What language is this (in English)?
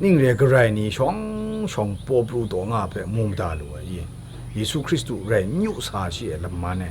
Kachin